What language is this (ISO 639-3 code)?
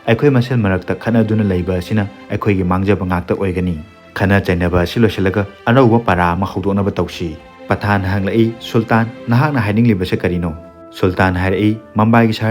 mni